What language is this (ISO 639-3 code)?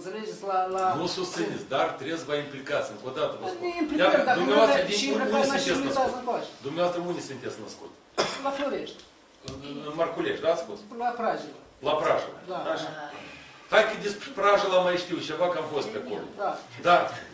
ron